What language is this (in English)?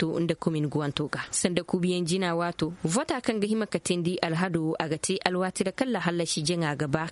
Koyraboro Senni